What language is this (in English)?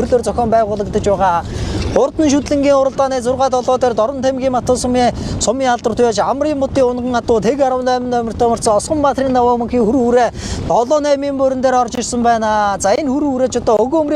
Mongolian